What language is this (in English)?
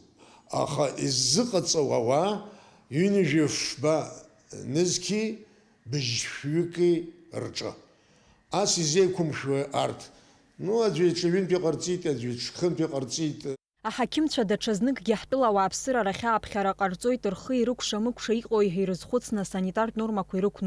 Abkhazian